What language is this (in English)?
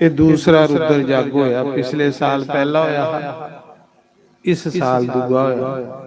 Dogri